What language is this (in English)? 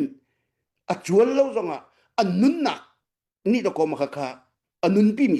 Hakha Chin